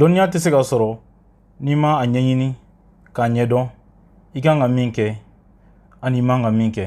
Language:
Bambara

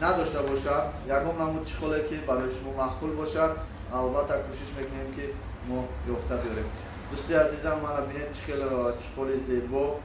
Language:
Tajik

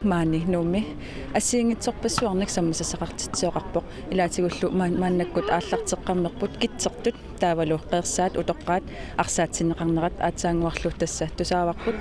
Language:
Kalaallisut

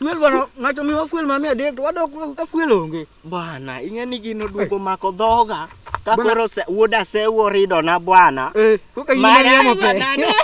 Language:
Luo (Kenya and Tanzania)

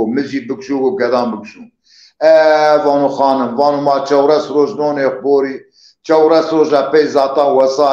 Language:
Zaza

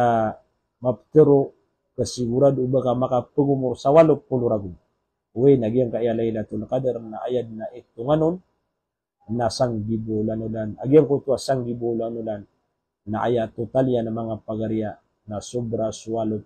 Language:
Maranao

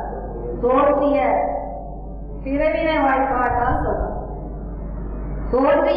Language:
Tamil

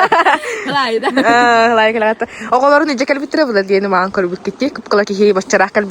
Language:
Yakut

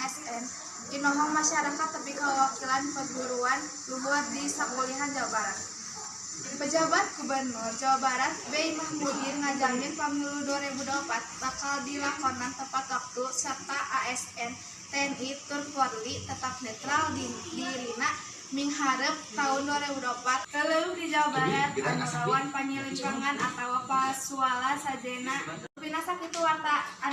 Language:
Sundanese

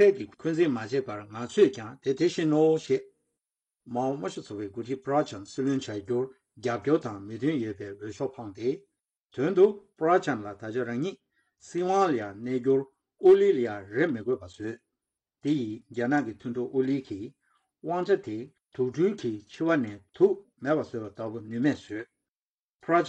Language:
Tibetan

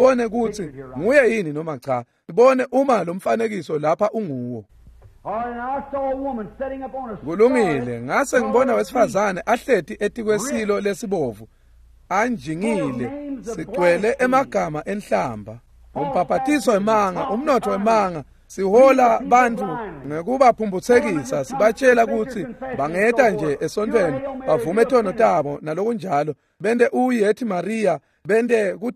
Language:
Swati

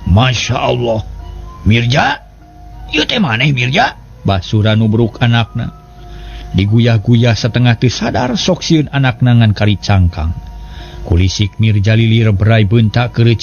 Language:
Sundanese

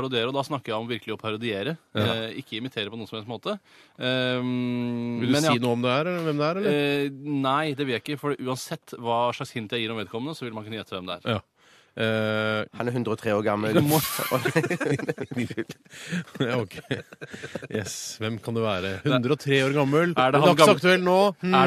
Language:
Norwegian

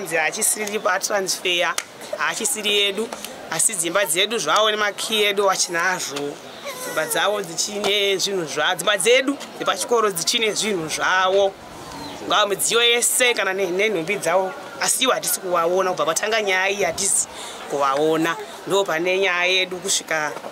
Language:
Shona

